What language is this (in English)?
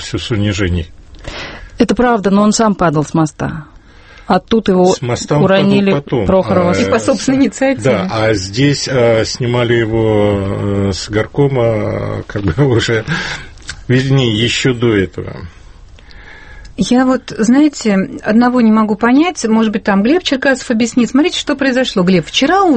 Russian